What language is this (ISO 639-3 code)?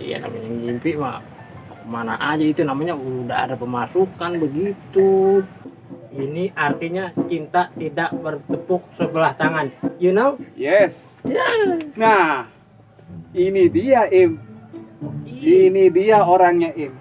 bew